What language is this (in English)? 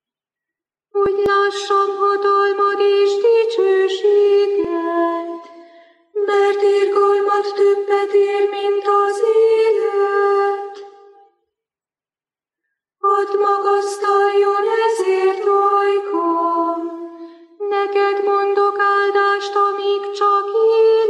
Hungarian